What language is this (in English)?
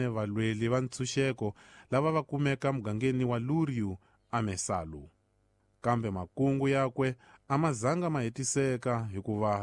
Tsonga